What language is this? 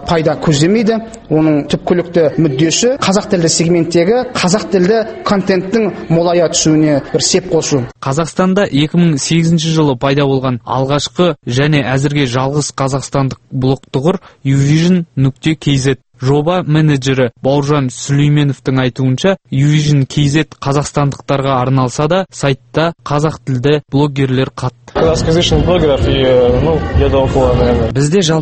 Kazakh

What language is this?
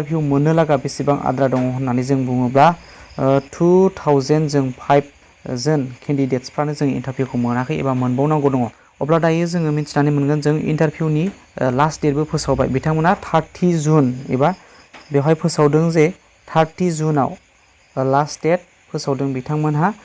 Bodo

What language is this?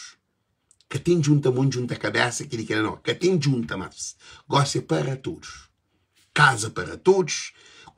Kabuverdianu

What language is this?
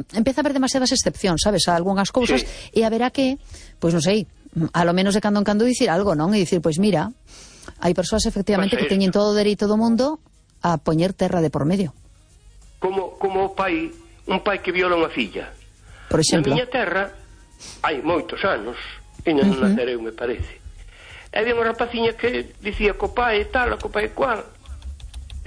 Galician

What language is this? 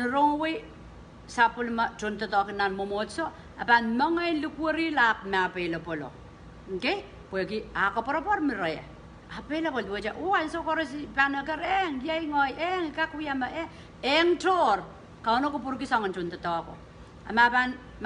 Pohnpeian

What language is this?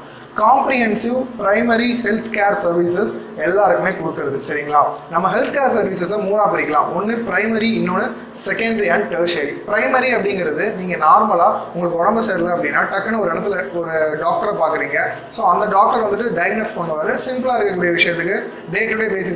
Tamil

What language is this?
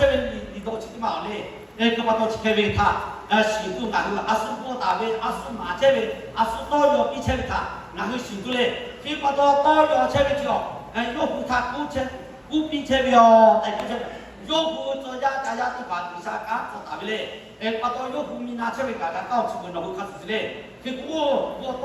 Lahu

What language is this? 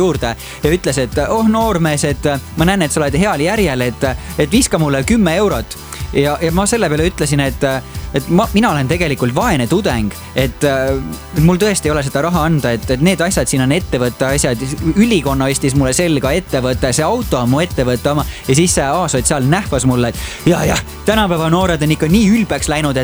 Estonian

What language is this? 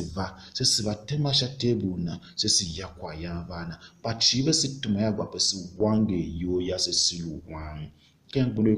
Tiv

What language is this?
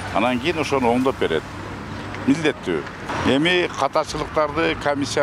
Kyrgyz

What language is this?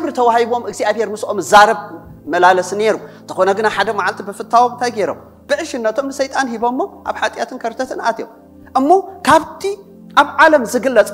Tigrinya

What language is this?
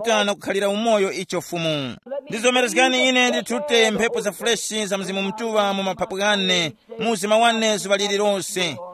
Tumbuka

